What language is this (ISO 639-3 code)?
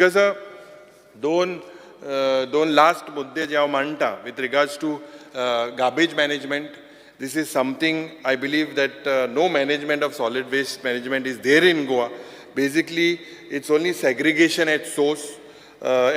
kok